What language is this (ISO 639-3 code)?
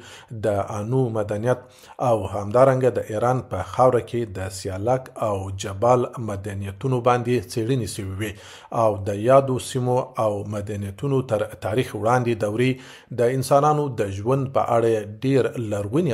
pus